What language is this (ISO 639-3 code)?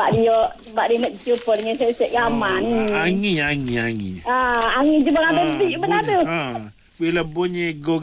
msa